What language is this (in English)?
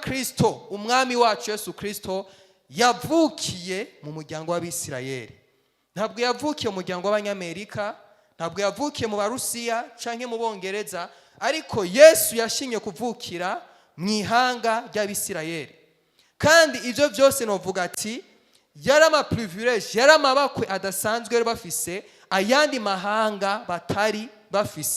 Rundi